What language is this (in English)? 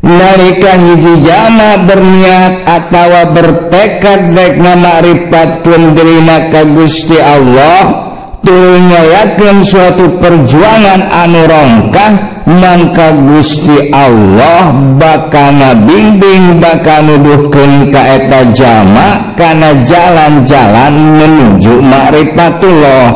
Sundanese